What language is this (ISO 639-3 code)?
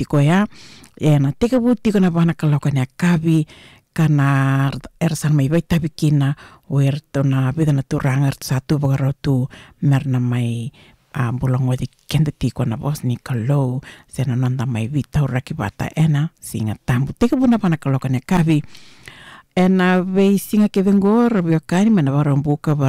fij